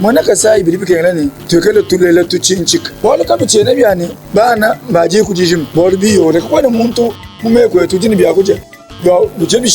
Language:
Luba-Lulua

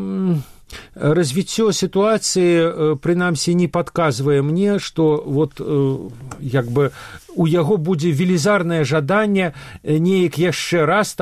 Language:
Belarusian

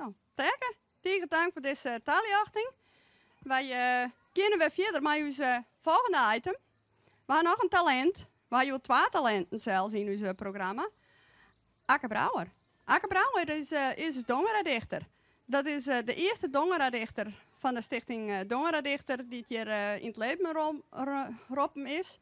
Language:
Western Frisian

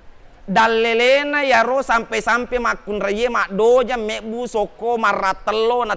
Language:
Buginese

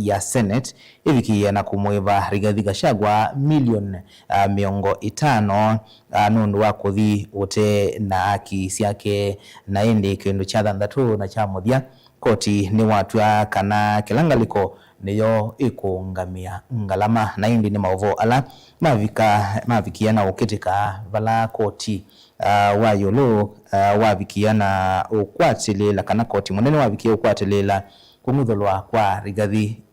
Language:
Kamba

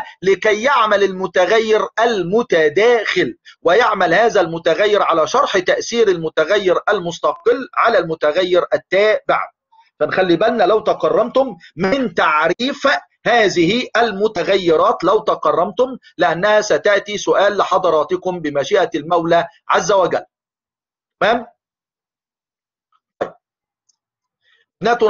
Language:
Egyptian Arabic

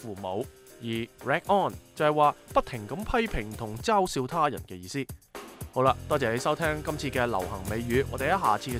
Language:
Cantonese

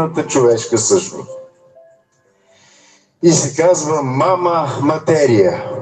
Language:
Bulgarian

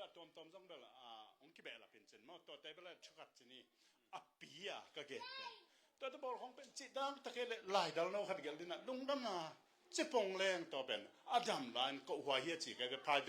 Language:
Tedim Chin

